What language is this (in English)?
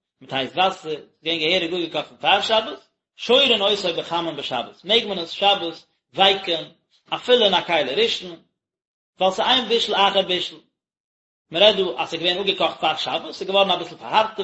Yiddish